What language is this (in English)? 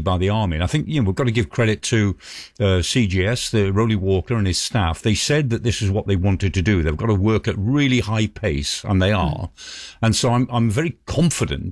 English